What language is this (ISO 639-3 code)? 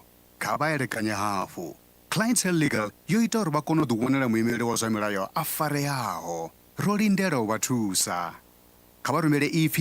ven